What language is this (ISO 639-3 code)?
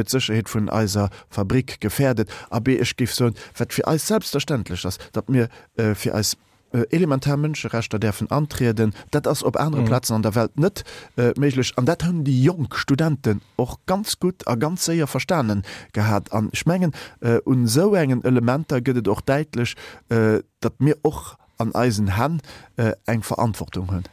ltz